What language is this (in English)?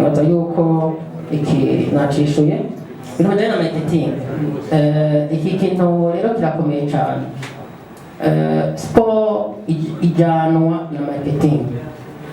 Rundi